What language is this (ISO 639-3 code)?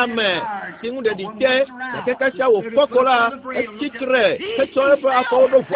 ewe